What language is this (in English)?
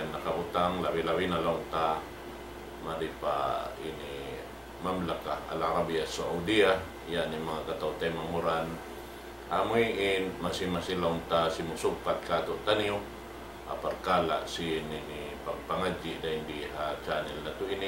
Tausug